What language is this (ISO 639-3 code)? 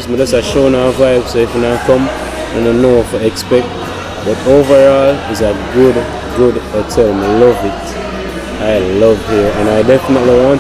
jam